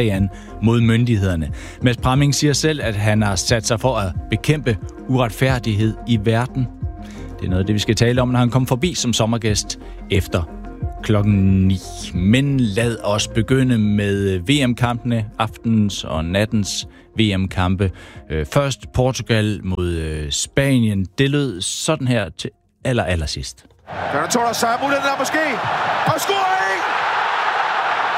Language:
Danish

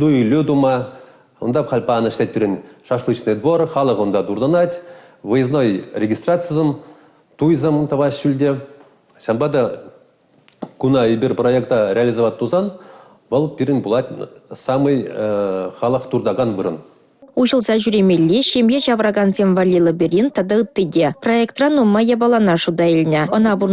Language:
Chuvash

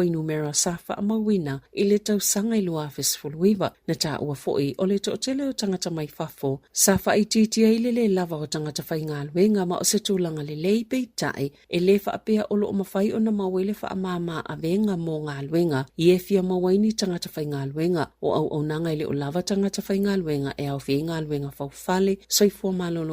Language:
Samoan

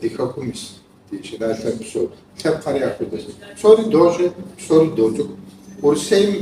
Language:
Kabardian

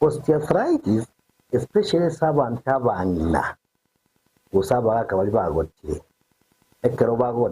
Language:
Gusii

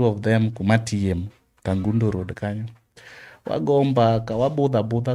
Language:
Luo (Kenya and Tanzania)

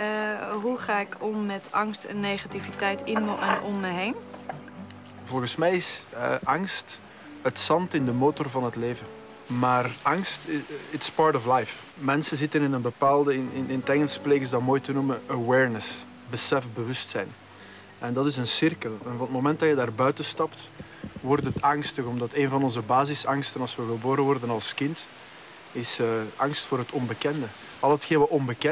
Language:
Dutch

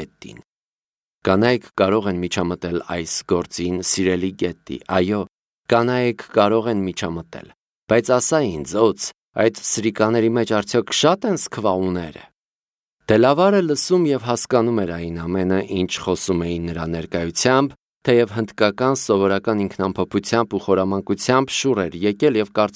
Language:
Armenian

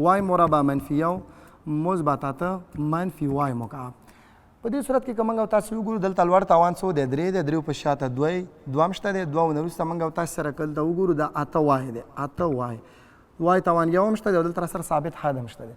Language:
Pashto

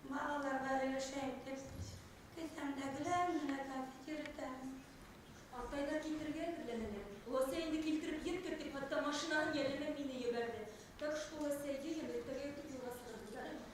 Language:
Bashkir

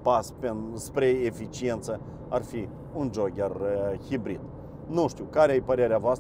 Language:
Romanian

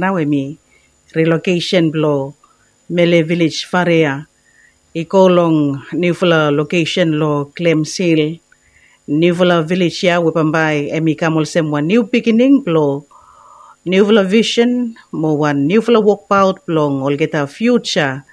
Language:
Bislama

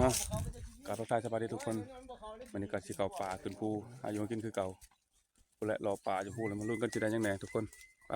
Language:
Northeastern Thai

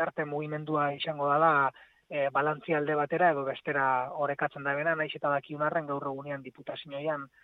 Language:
Basque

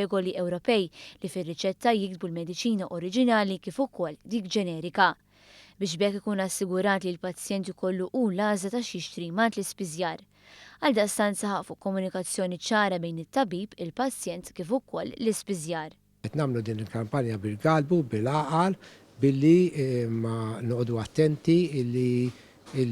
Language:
Maltese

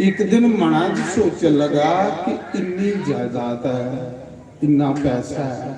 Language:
Dogri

